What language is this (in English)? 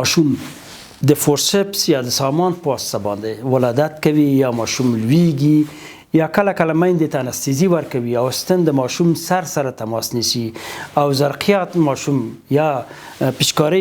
Pashto